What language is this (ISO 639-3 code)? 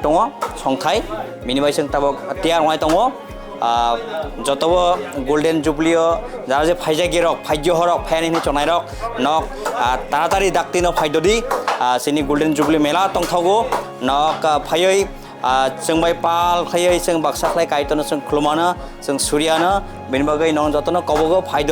trp